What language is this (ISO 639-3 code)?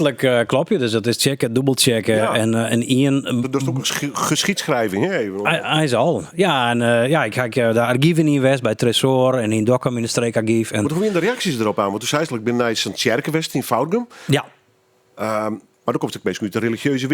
fry